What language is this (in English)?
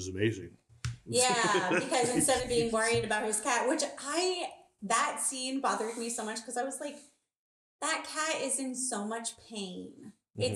English